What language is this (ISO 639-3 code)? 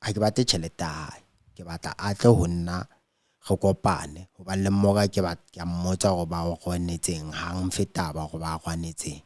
sot